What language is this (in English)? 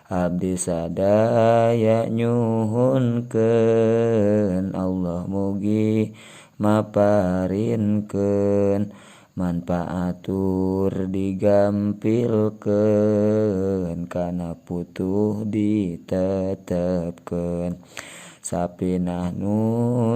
Sundanese